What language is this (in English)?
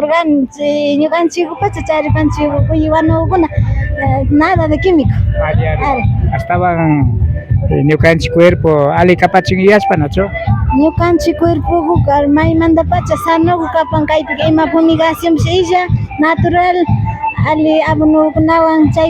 Imbabura Highland Quichua